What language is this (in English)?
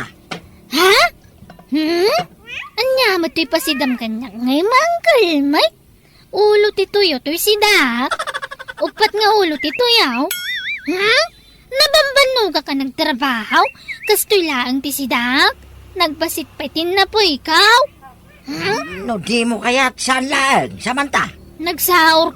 Iloko